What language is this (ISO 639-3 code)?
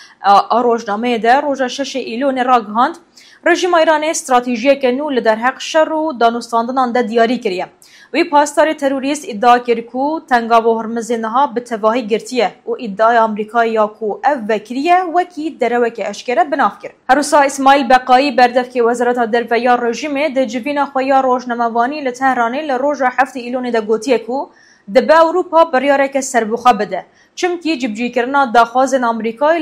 kur